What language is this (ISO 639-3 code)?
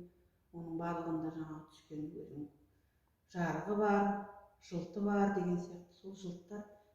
kaz